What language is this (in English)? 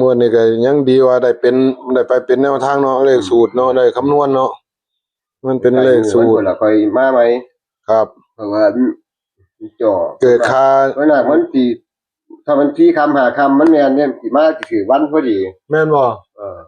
Northeastern Thai